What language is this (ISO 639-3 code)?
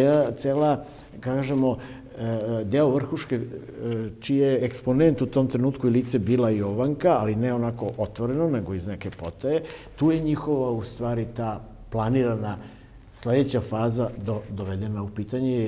srp